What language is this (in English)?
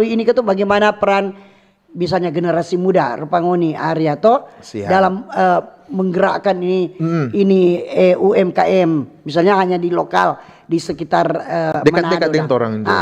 Manado Malay